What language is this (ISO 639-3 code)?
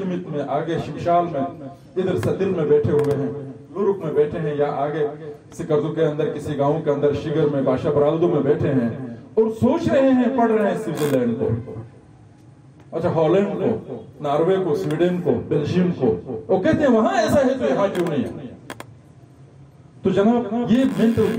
urd